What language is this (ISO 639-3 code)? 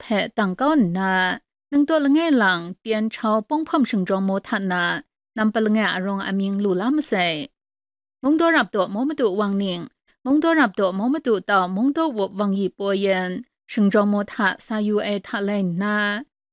kac